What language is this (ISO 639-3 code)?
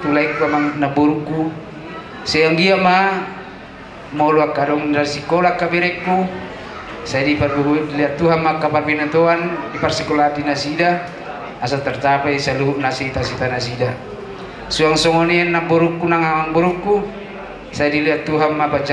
bbc